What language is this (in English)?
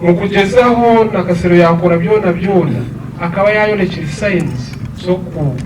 Nyankole